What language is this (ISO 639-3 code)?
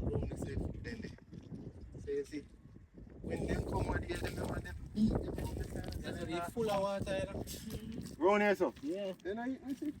jam